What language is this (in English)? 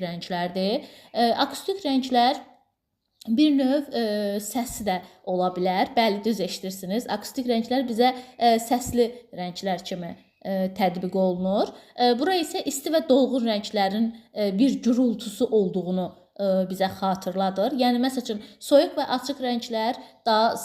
Azerbaijani